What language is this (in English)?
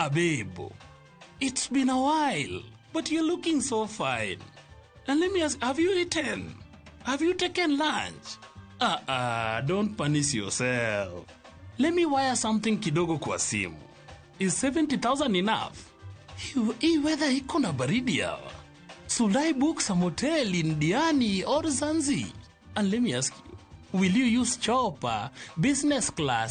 Luo (Kenya and Tanzania)